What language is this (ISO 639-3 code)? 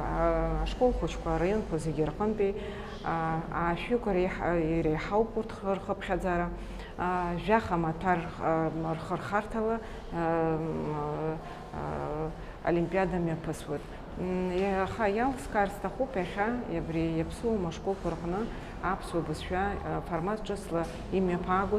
abk